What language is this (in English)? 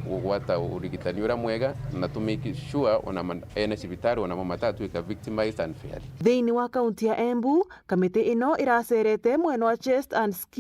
Meru